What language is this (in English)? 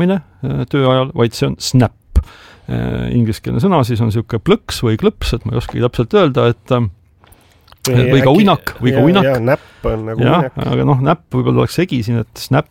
Estonian